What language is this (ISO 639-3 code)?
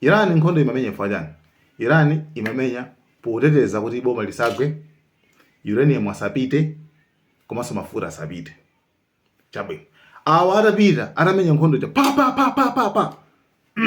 nya